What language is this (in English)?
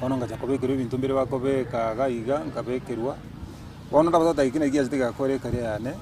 Gusii